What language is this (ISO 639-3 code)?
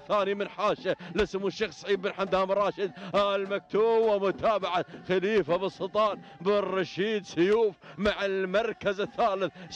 ara